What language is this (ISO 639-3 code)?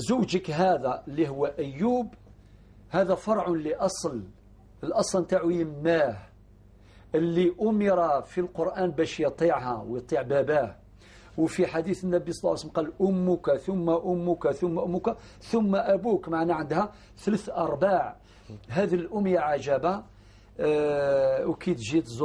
arq